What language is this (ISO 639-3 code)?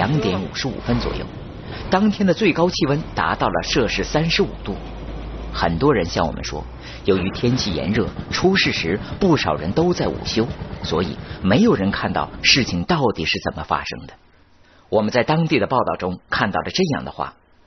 zho